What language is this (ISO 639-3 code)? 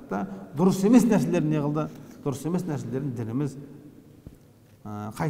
kaz